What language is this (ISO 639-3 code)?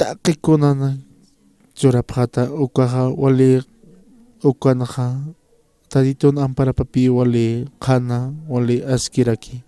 aym